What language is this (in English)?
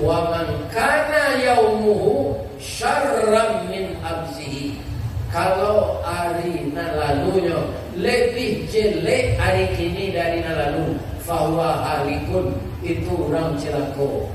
Minangkabau